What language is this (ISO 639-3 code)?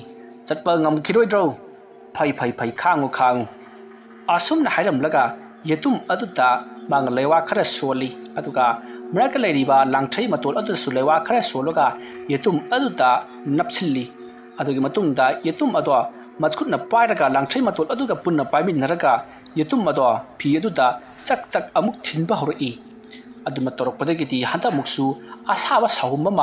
mni